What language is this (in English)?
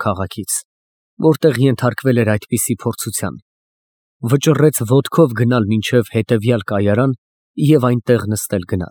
Armenian